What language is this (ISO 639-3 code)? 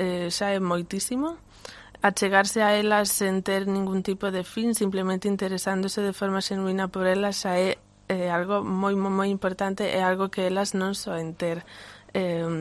glg